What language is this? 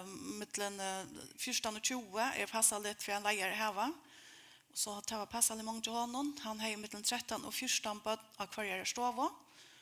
Faroese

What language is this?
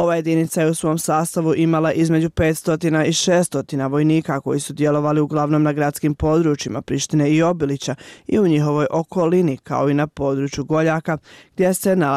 Croatian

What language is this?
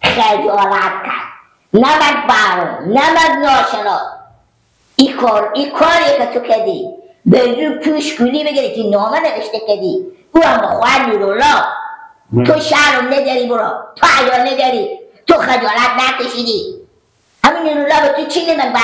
Hazaragi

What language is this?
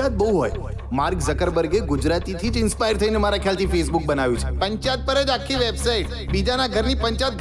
Gujarati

